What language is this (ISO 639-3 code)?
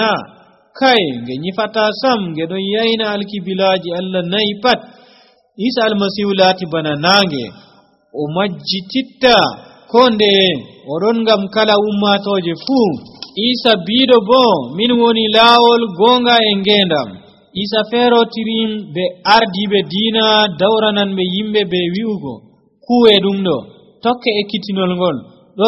fuv